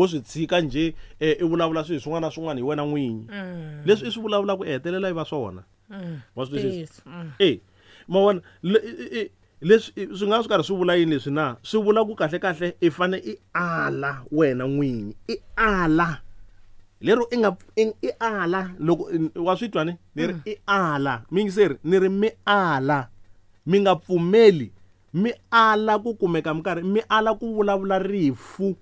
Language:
Tsonga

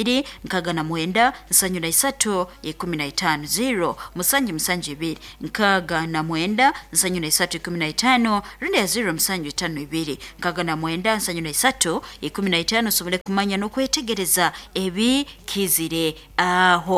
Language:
Nyankole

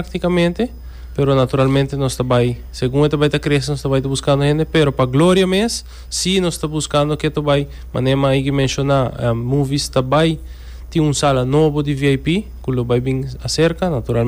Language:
Papiamento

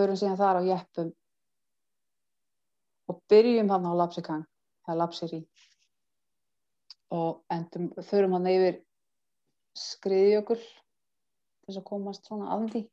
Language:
Icelandic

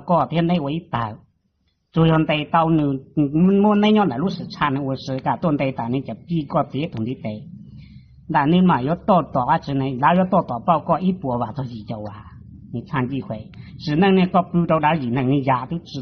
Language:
Hmong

